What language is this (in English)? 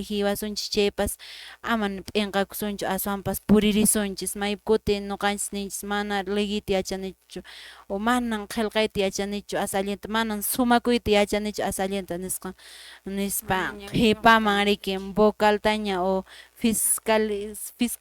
Quechua